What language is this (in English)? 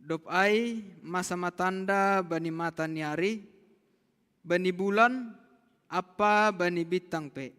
Batak Simalungun